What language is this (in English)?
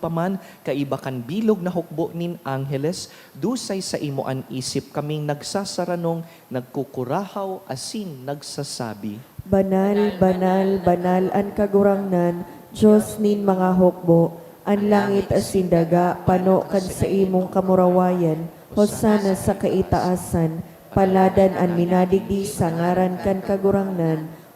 Bikol